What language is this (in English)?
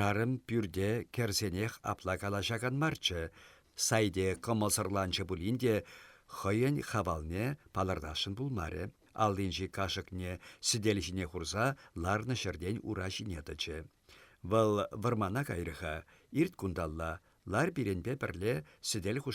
Chuvash